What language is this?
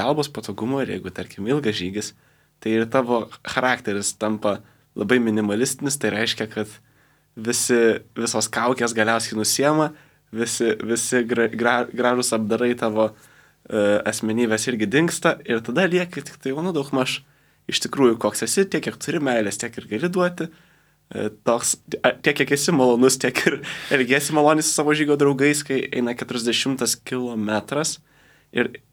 Lithuanian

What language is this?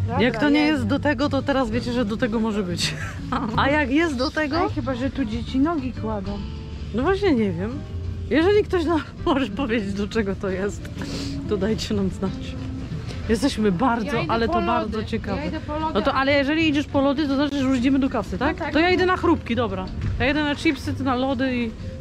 Polish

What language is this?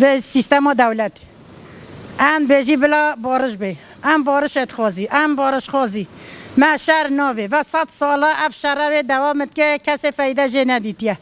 Kurdish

